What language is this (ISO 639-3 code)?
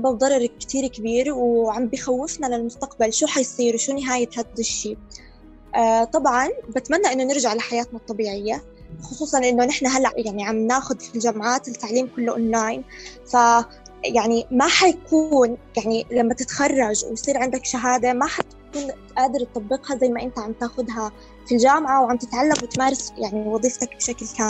apc